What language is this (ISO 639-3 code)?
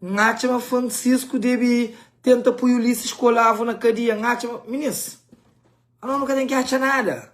kea